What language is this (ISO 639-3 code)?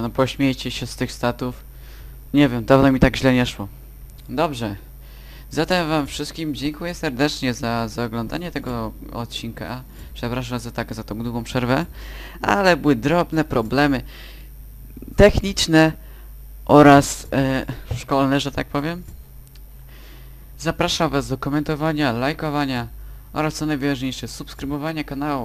pol